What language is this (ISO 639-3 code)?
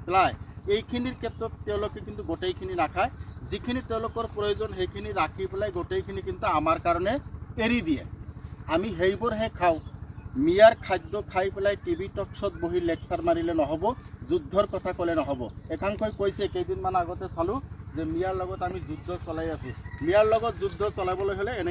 asm